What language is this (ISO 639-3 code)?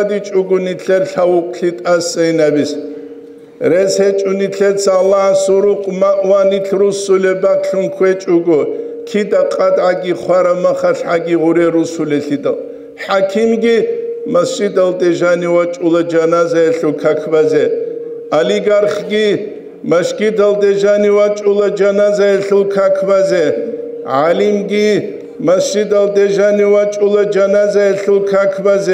ava